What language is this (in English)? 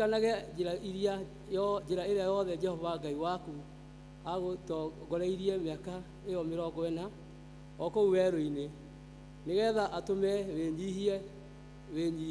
Kikuyu